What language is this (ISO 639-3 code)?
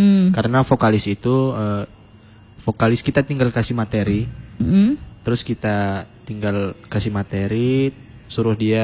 ind